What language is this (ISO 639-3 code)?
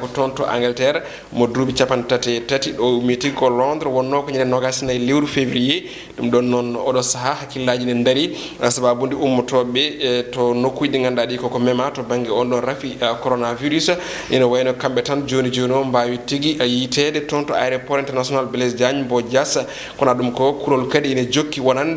ful